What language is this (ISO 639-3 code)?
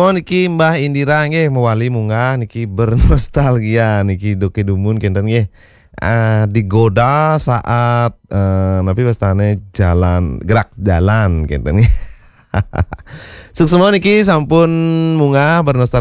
ban